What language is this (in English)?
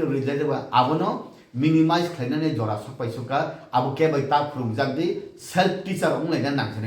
Kok Borok